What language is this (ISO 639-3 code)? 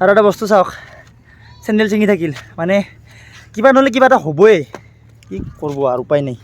asm